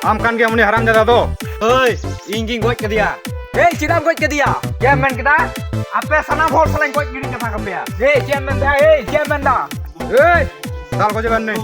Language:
Santali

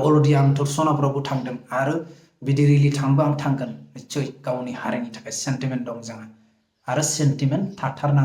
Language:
Bodo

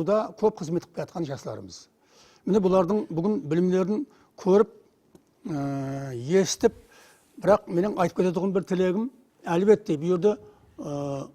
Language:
Kara-Kalpak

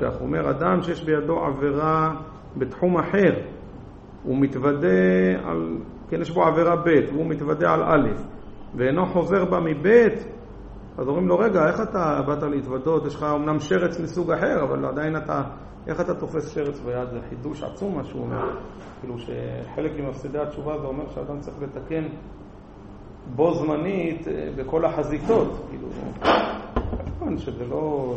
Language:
Hebrew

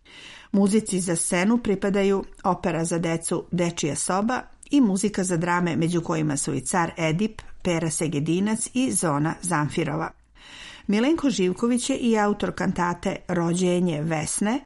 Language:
Serbian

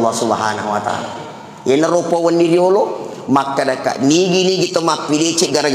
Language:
Buginese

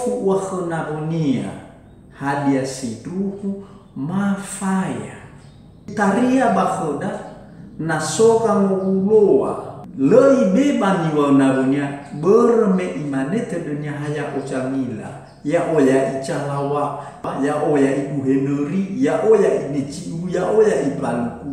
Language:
Nias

